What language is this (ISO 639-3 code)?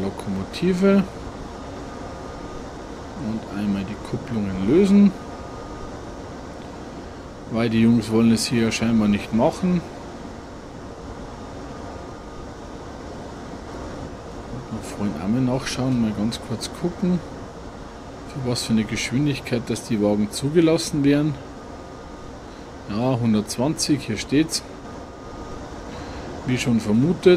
deu